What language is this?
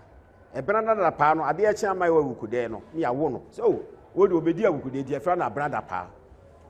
Akan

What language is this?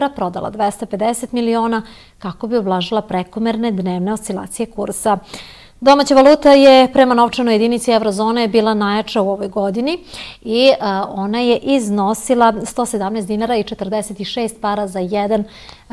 Serbian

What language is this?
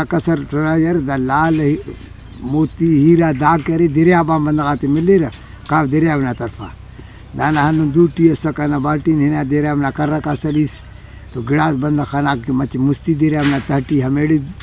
Brahui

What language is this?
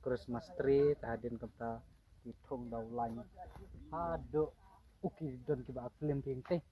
Khasi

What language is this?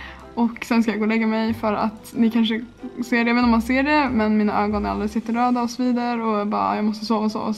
Swedish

